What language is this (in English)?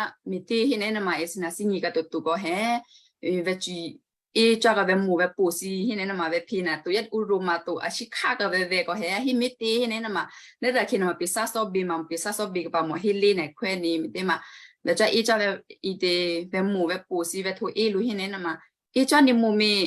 Western Kayah